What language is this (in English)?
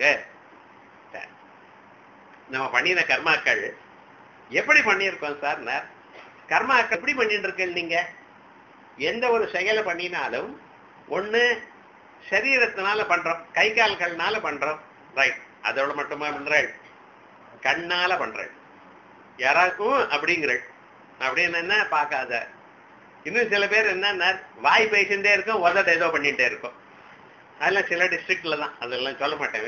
Tamil